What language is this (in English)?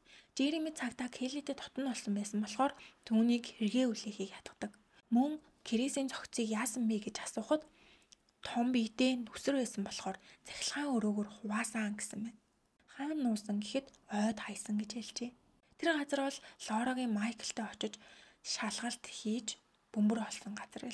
Mongolian